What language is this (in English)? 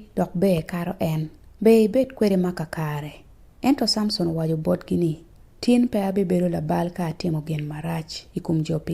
Acoli